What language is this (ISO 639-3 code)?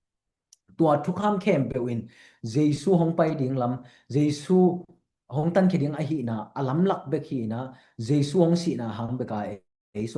ctd